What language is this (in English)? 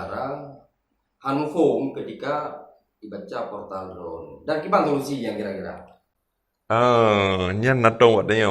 Achinese